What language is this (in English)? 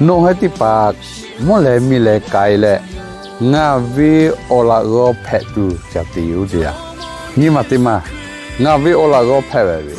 Lahu